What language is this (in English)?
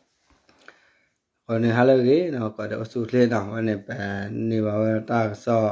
S'gaw Karen